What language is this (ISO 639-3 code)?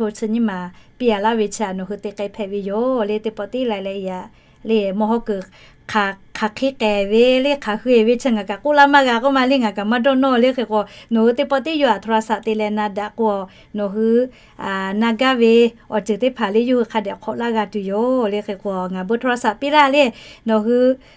lhu